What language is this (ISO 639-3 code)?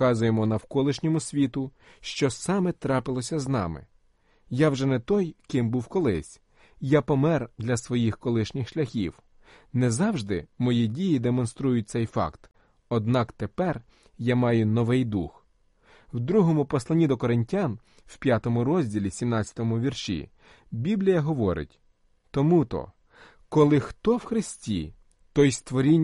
ukr